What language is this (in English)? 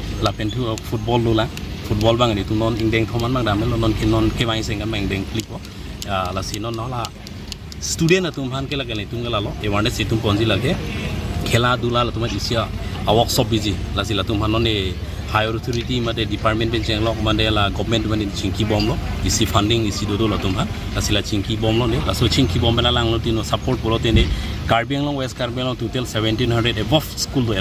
Karbi